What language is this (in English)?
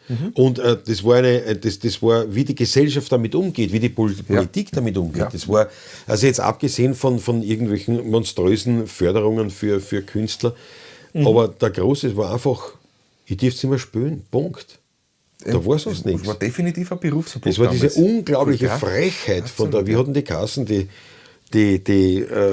Bavarian